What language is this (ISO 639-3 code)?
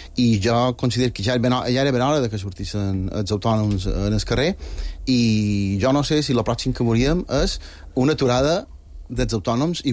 cat